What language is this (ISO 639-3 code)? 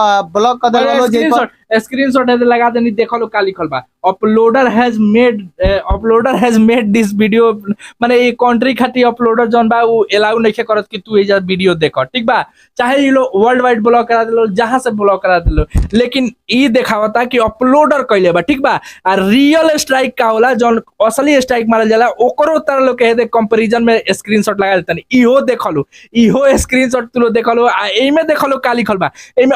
bho